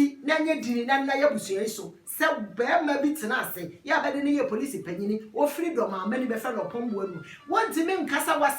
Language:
Akan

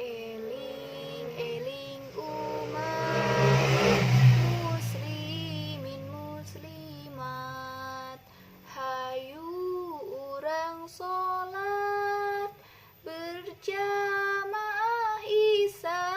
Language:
Sundanese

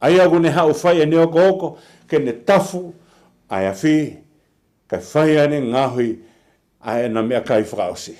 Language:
Tongan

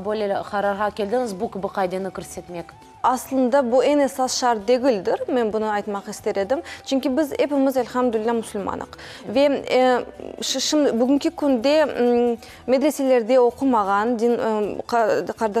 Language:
Crimean Tatar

